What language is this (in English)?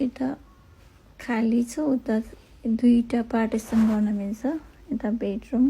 Nepali